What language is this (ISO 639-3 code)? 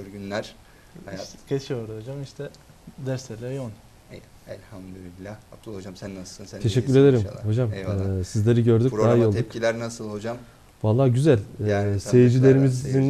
tur